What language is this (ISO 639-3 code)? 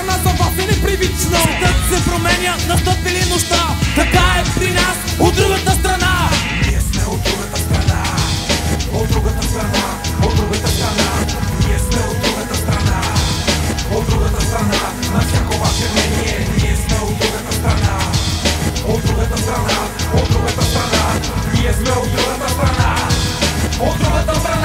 bul